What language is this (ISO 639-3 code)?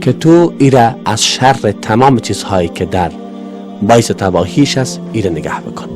fas